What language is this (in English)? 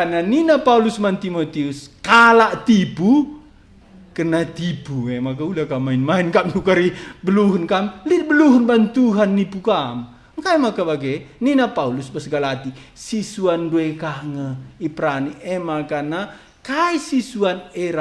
Batak Karo